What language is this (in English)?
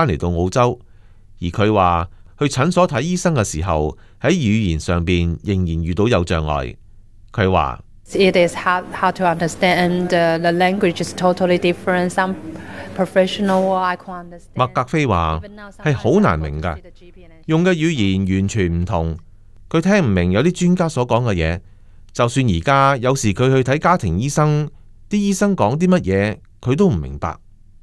Cantonese